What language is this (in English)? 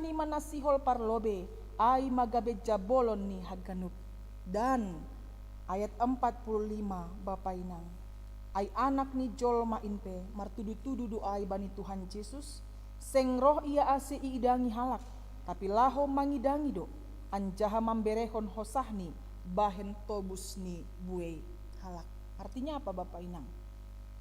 Batak Simalungun